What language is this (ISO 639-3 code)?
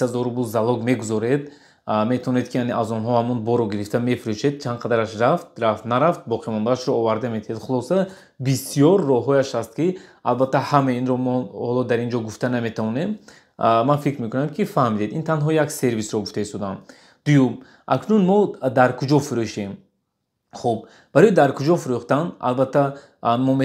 tgk